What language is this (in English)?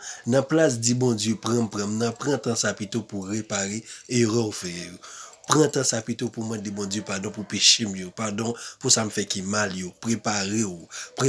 Haitian Creole